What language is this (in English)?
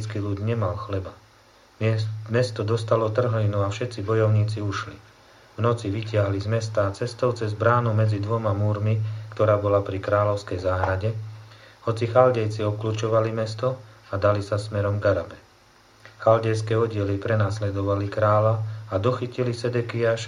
Slovak